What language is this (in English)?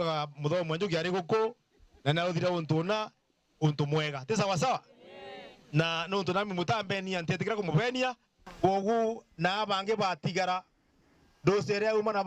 Meru